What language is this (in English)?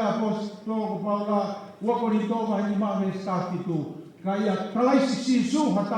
Tongan